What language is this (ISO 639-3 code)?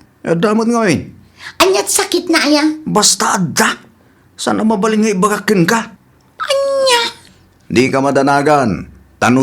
ilo